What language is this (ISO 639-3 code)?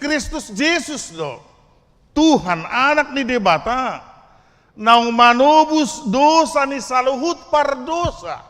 bbc